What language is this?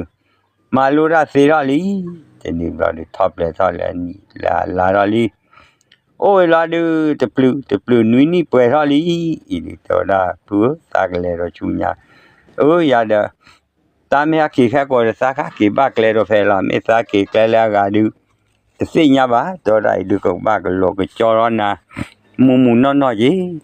S'gaw Karen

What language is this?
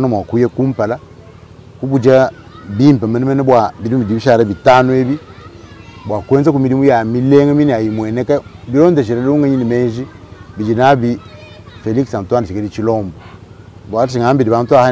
Luba-Lulua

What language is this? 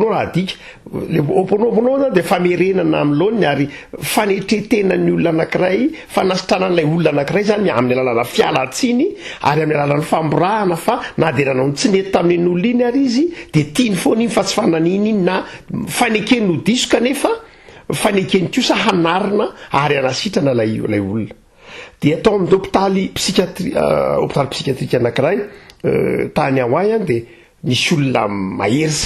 Malagasy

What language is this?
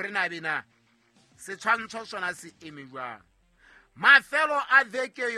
Southern Sotho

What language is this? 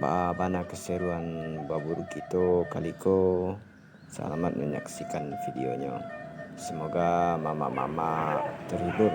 Minangkabau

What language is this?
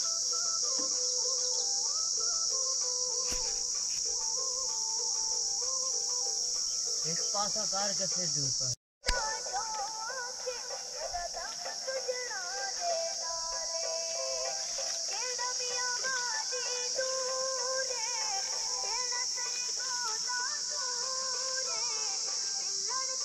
Hindi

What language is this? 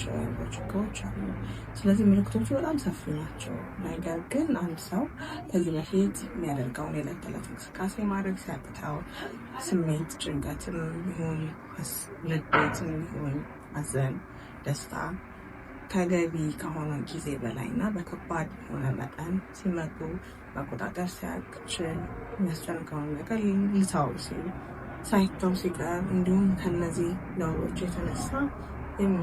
Amharic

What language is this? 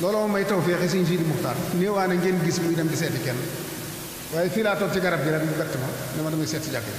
Wolof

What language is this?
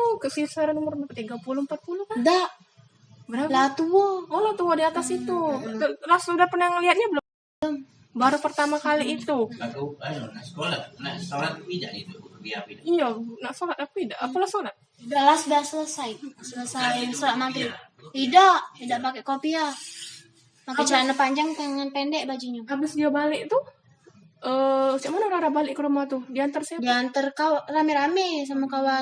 Musi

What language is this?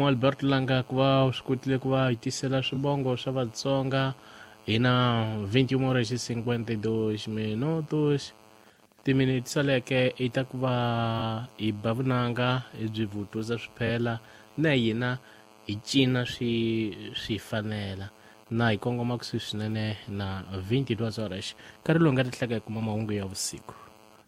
Tsonga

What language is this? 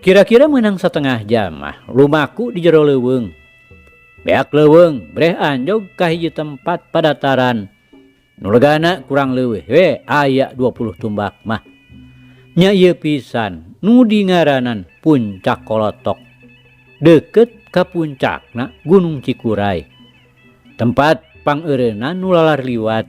Sundanese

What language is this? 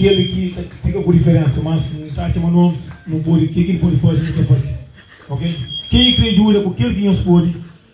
Kabuverdianu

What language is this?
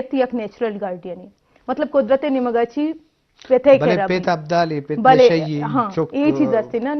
Eastern Balochi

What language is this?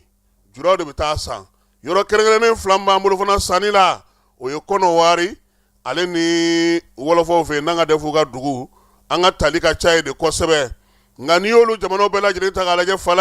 Bambara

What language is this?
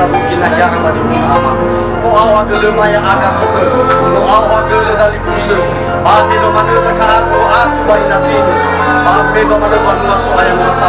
Nias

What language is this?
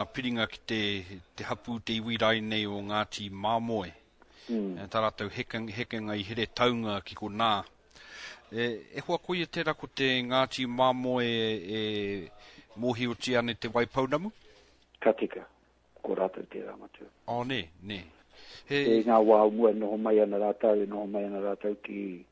Māori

